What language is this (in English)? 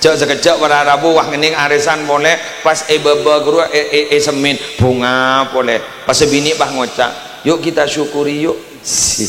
Madurese